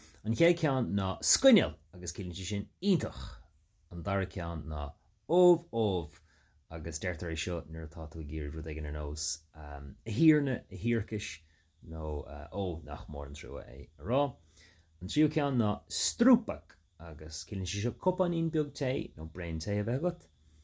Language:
Irish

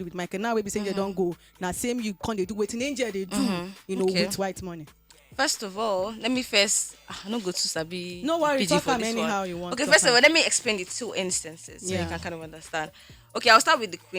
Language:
Nigerian Pidgin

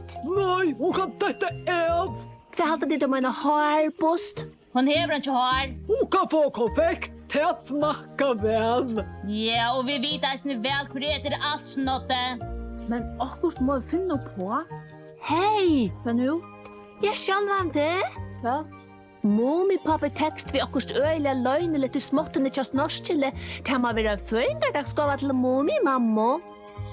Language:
Faroese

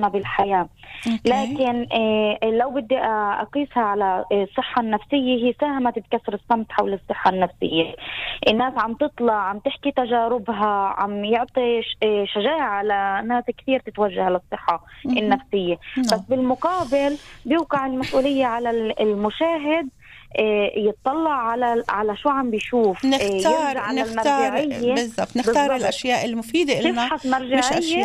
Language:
North Levantine Arabic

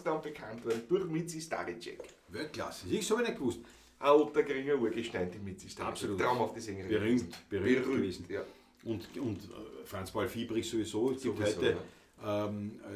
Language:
Bavarian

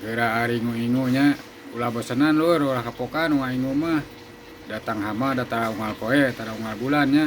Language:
Sundanese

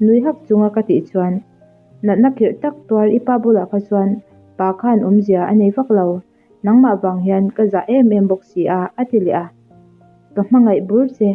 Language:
Mizo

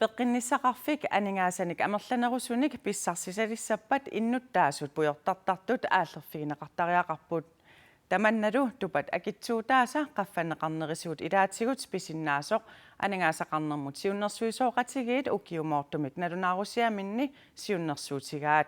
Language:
Kalaallisut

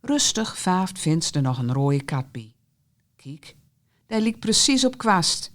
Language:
Gronings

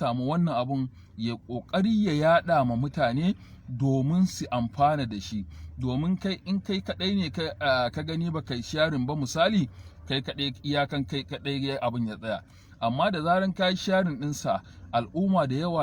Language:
Hausa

